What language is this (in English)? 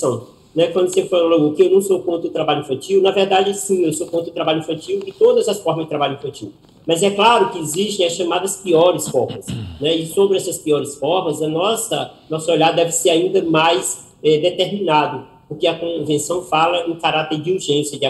Portuguese